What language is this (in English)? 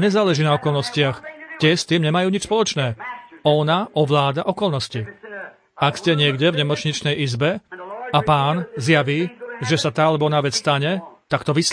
Slovak